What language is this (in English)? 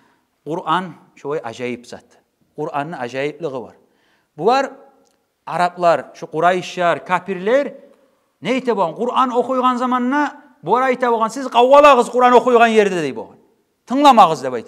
Kumyk